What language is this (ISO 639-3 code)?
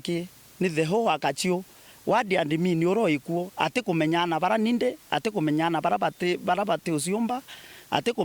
mer